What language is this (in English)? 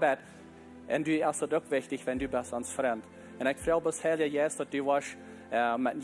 Plautdietsch